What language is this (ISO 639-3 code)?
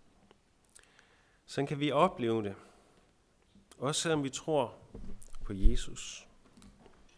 dan